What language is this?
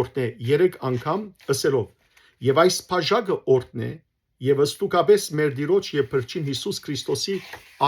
Western Armenian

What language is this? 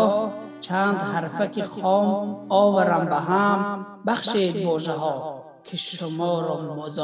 Tajik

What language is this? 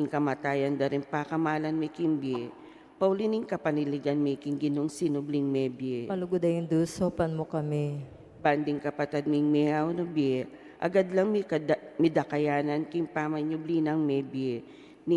Pampanga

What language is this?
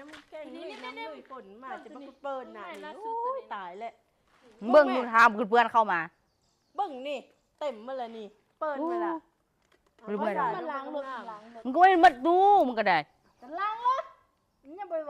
Lao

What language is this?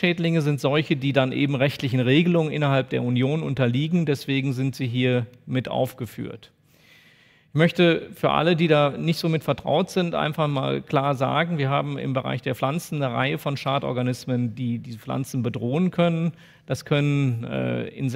German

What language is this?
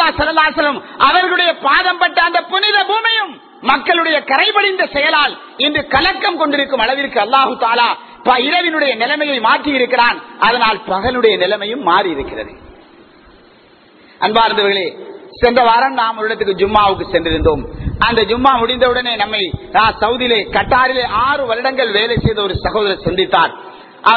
Tamil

